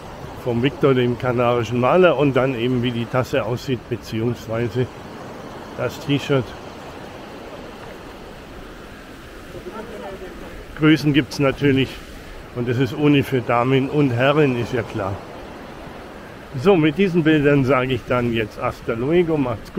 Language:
German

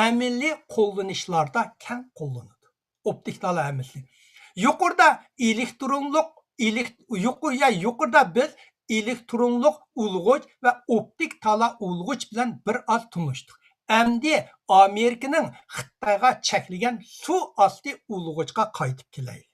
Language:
Uyghur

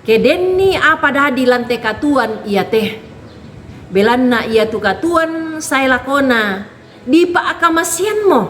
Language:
Toraja-Sa'dan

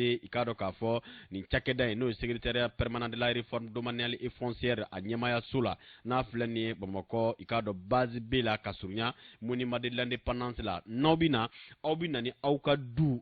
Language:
Bambara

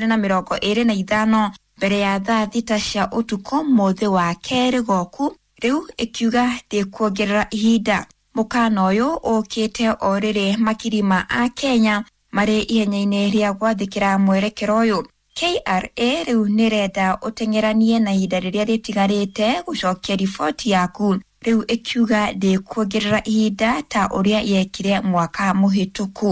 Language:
Kikuyu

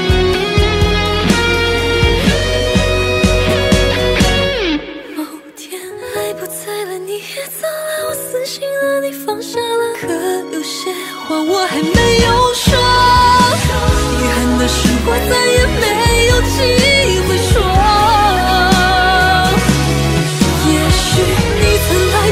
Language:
Chinese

